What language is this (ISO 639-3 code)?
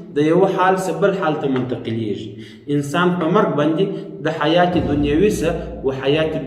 pus